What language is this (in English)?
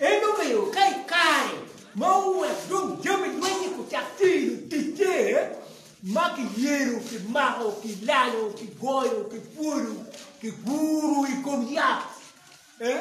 Acoli